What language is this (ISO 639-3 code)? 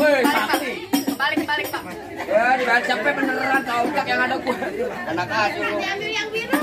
bew